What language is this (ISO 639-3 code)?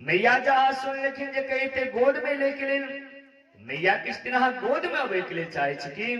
mai